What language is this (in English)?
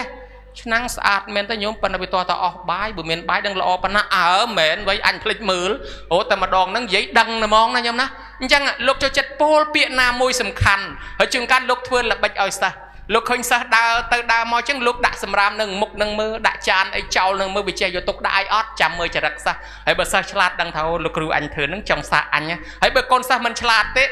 Khmer